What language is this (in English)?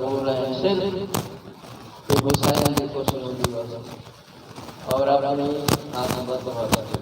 Saraiki